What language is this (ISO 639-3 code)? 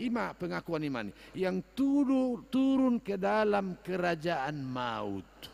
bbc